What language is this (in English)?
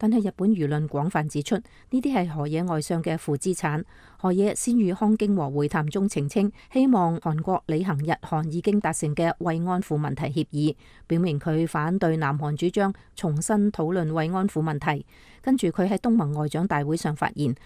Cantonese